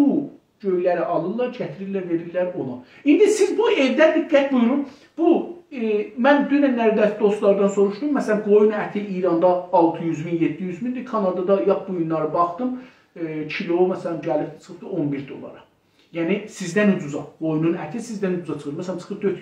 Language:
South Azerbaijani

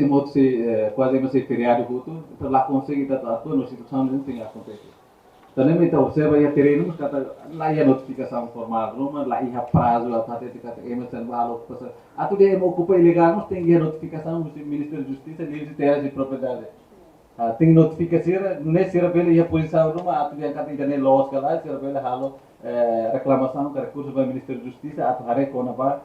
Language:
Tetum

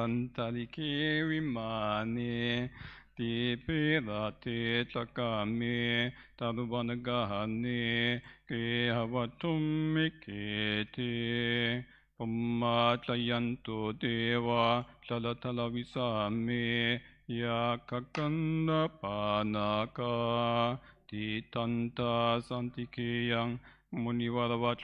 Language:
Pali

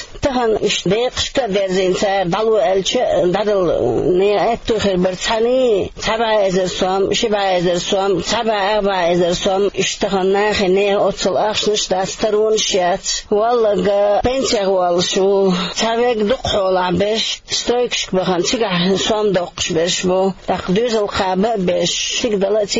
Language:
Chechen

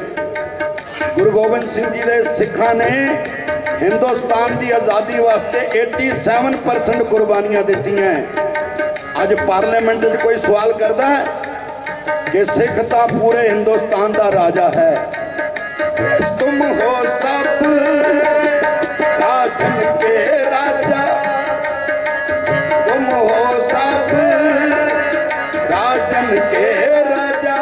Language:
Punjabi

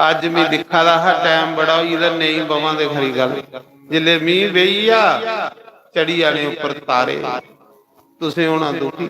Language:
Dogri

